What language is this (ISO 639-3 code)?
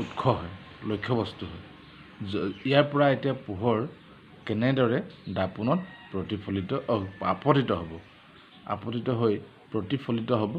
asm